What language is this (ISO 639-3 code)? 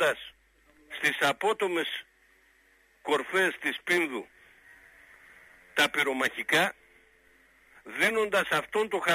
ell